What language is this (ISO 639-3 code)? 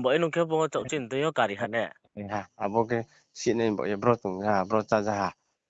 ria